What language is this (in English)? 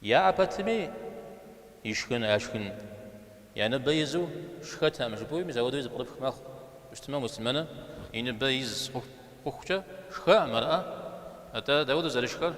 Kabardian